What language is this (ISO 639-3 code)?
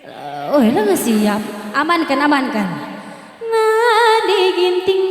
btx